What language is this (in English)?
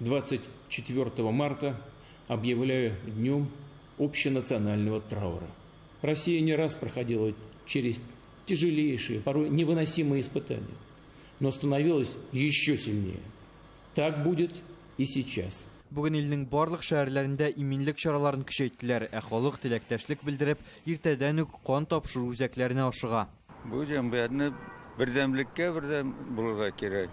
Tatar